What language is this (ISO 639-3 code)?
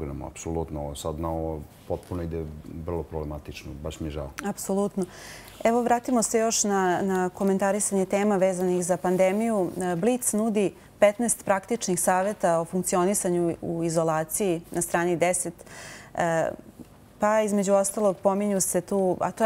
srp